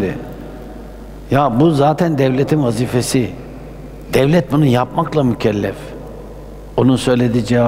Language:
Turkish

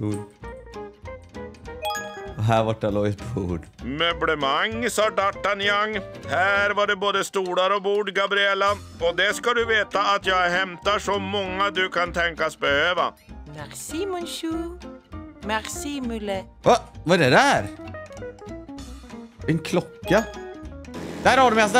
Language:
Swedish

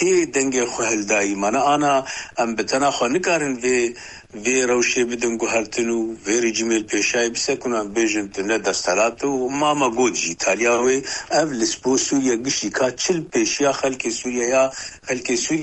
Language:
Kurdish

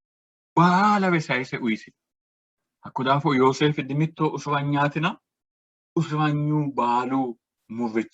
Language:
Sidamo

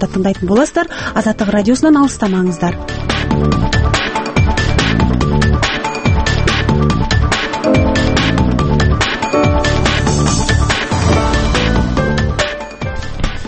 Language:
Kazakh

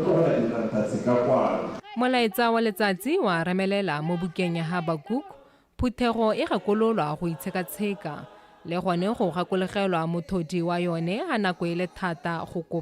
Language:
Tswana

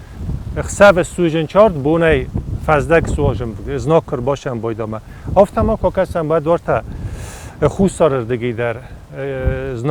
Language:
Ossetic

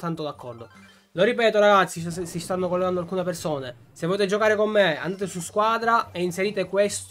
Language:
Italian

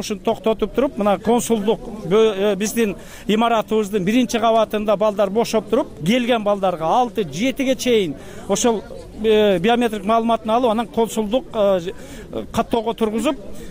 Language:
Kyrgyz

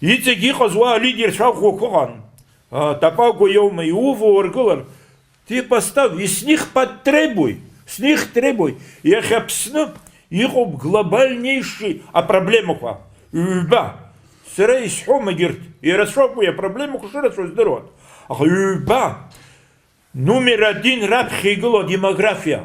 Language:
Abkhazian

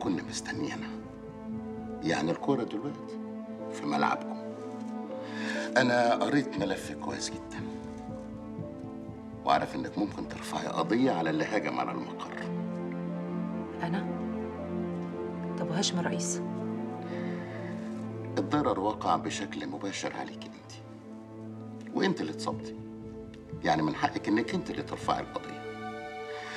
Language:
Egyptian Arabic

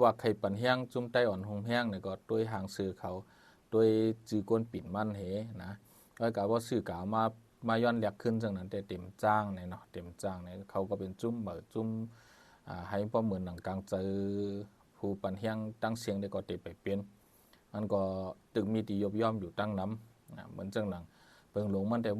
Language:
Shan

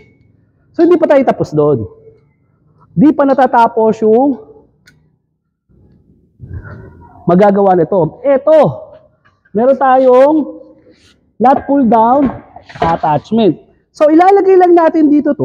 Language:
Filipino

